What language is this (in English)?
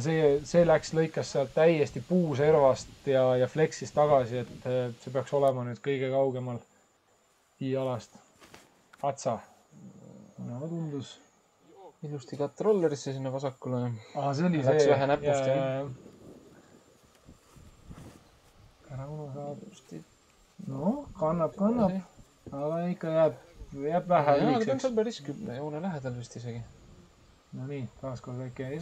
Estonian